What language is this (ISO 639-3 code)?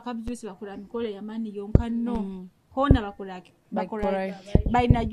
nyo